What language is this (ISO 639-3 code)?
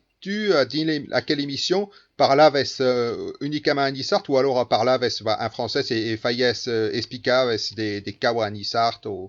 oci